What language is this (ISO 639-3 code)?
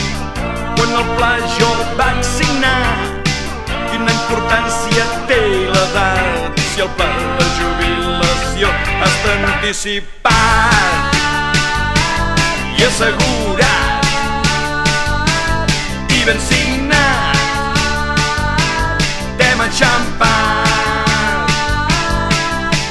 cat